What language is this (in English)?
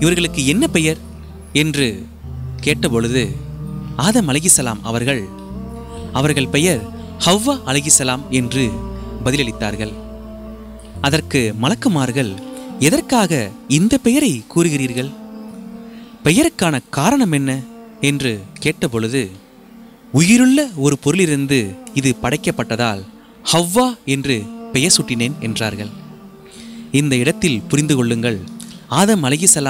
Tamil